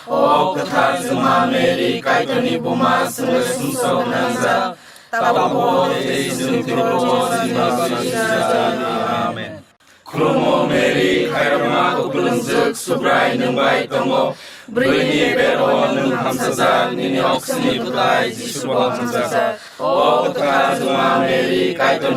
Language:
Kok Borok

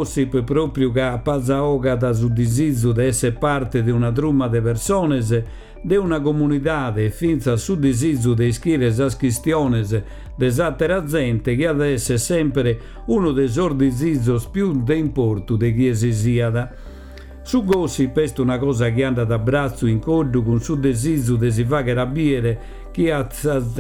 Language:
Sardinian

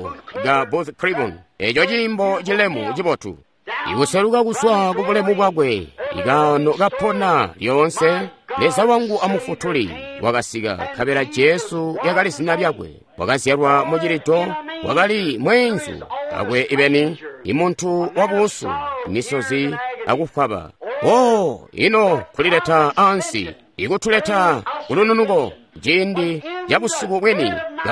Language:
Tonga (Zambia)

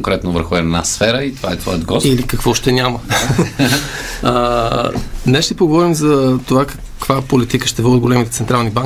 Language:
Bulgarian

